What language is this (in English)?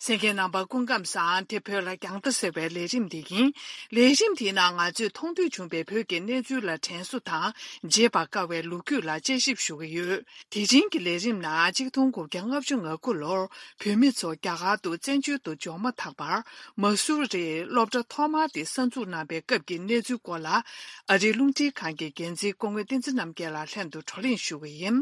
Tibetan